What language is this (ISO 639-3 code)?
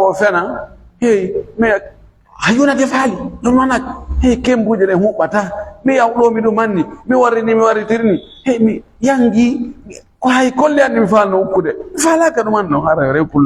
ful